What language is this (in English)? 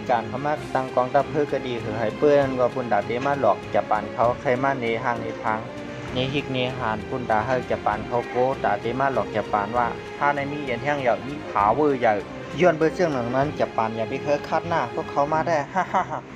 Shan